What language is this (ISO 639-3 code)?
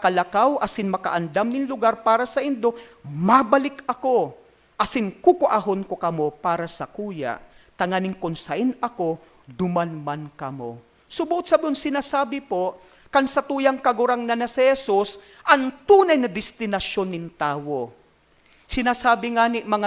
bik